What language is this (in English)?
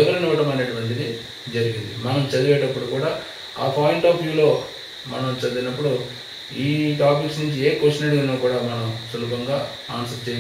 Telugu